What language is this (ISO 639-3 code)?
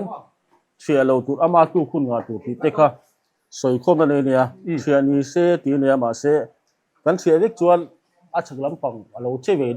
lus